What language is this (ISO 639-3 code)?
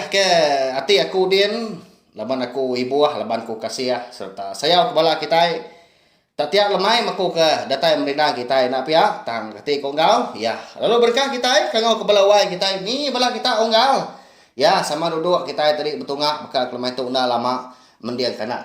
iba